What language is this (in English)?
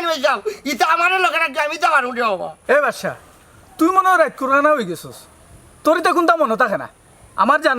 Sylheti